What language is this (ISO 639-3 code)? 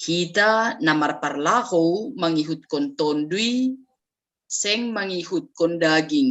bts